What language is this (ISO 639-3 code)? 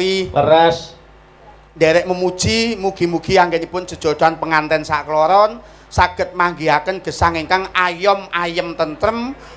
jav